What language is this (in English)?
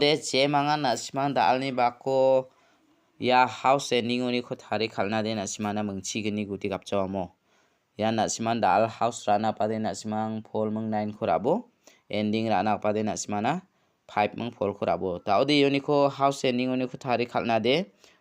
Garo